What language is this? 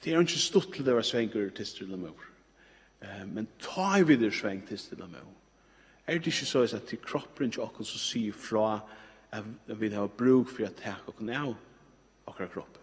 Faroese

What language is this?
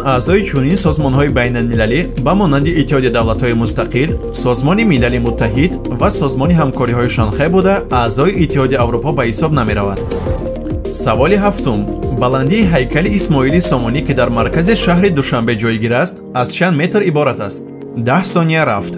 Tajik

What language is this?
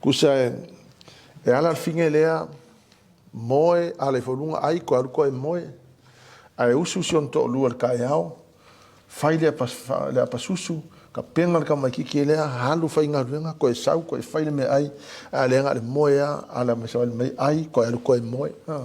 Samoan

